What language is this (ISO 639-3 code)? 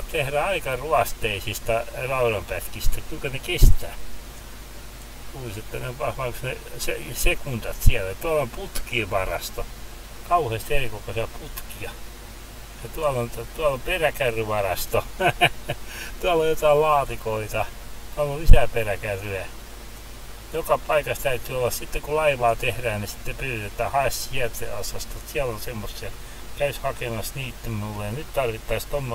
fin